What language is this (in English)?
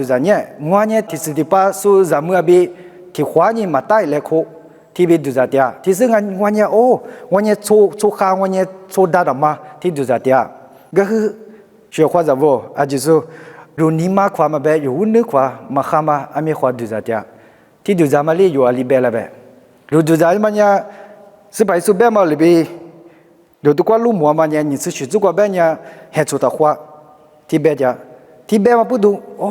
Lisu